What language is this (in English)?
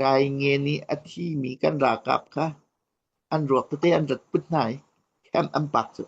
Hakha Chin